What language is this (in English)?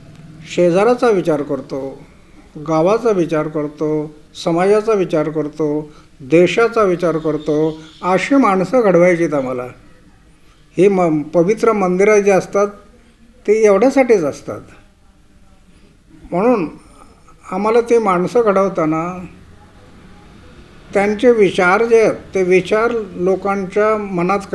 Marathi